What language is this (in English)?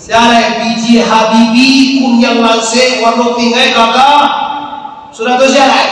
Minangkabau